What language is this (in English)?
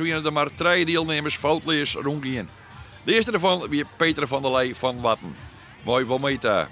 Western Frisian